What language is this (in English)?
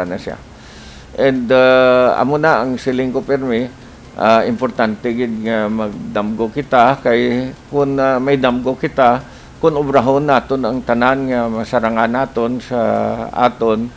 Hiligaynon